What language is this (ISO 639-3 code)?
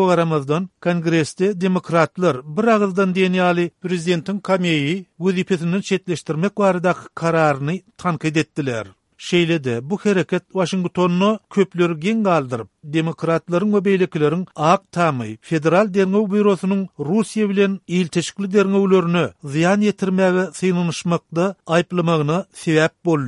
tuk